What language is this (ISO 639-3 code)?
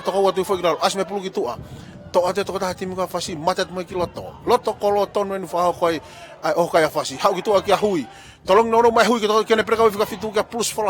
ton